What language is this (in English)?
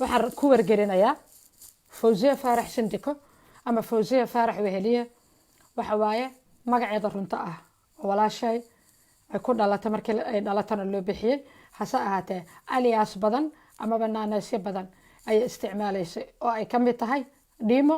Somali